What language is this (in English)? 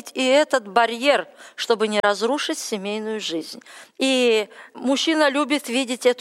Russian